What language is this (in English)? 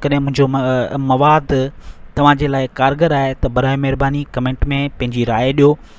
Sindhi